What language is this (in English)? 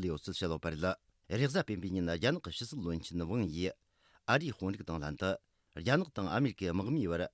Tibetan